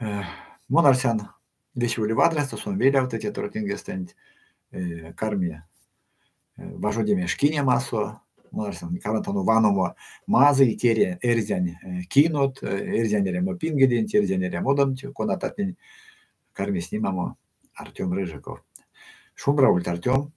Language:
Erzya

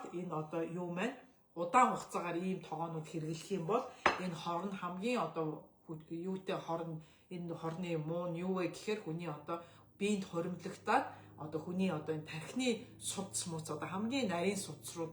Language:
Mongolian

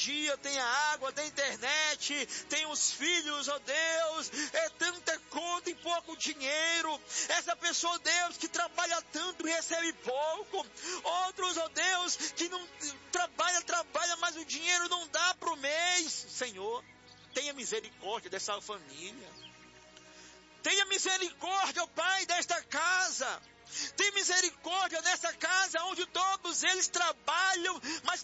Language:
Portuguese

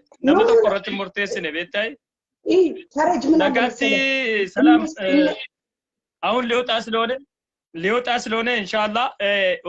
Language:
Oromo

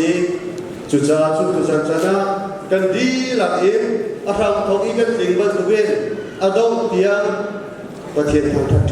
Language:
Hakha Chin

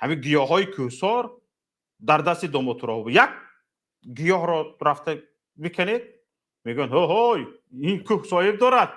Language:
Tajik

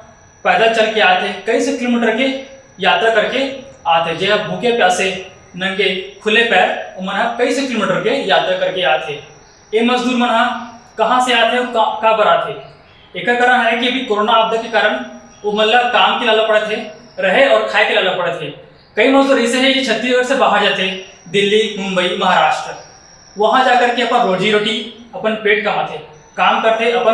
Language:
Chhattisgarhi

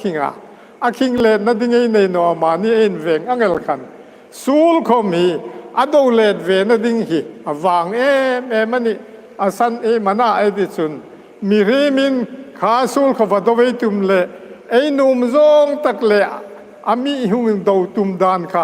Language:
Hmar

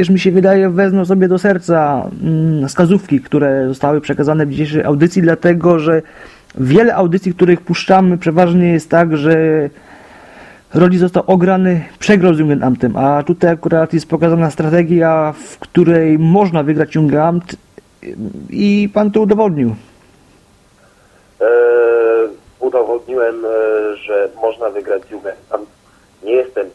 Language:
Polish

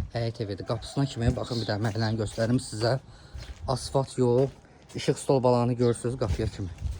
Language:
Azerbaijani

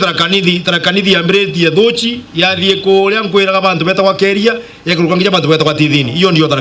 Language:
Meru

